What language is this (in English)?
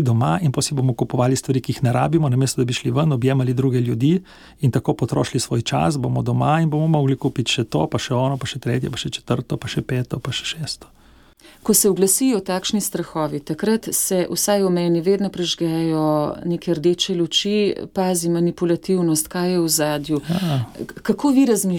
Slovenian